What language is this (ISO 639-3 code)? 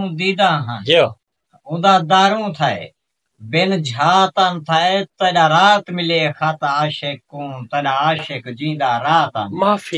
skr